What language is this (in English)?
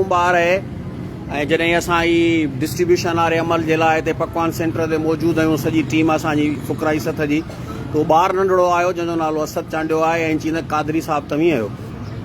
Sindhi